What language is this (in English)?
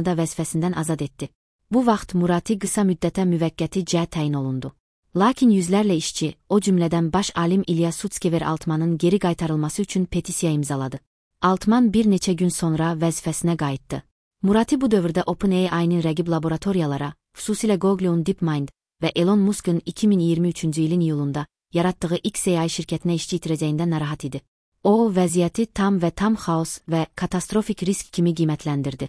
Azerbaijani